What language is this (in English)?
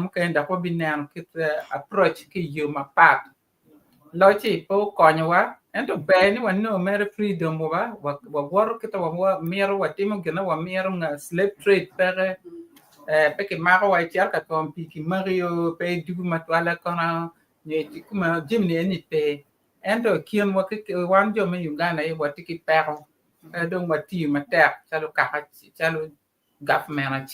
Acoli